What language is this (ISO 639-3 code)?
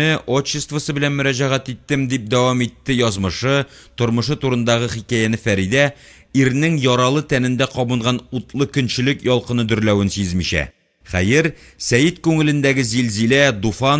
tat